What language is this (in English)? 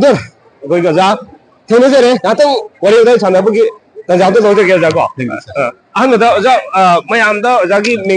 Manipuri